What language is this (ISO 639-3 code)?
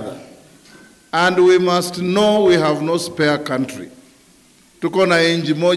kam